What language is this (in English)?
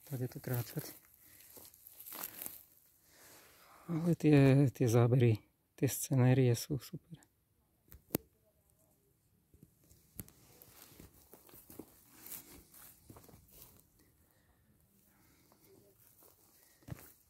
Slovak